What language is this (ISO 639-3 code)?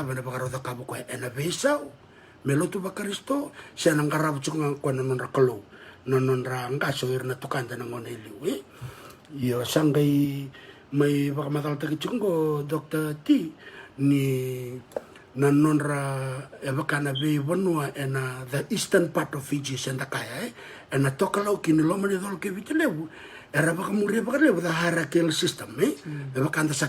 fij